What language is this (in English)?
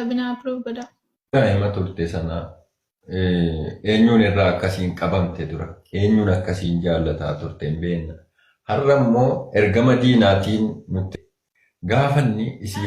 Oromo